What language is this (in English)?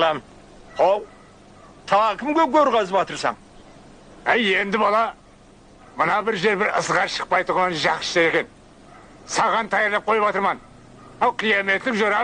Kara-Kalpak